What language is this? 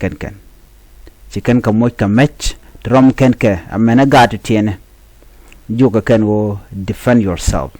Nuer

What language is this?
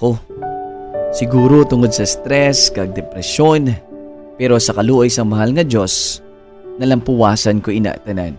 Hiligaynon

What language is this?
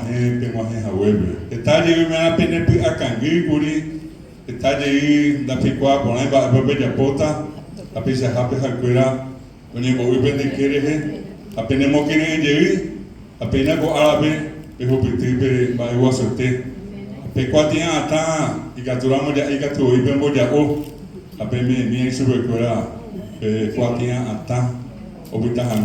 Guarani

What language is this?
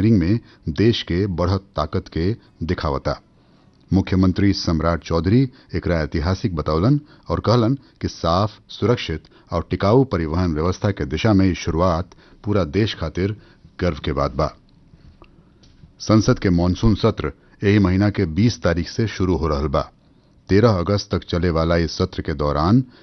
Bhojpuri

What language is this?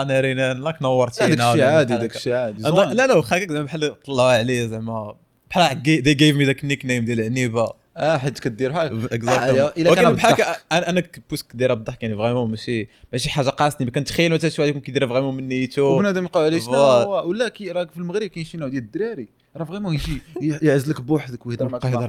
Moroccan Arabic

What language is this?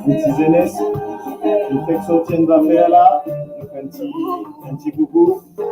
Morisyen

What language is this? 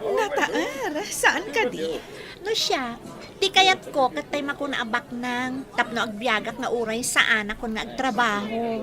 Iloko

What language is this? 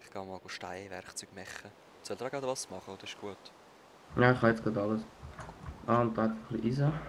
Swiss German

